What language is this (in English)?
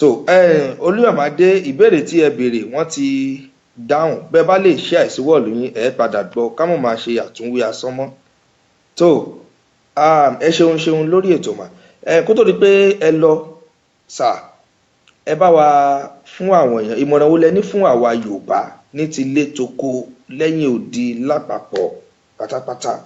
Yoruba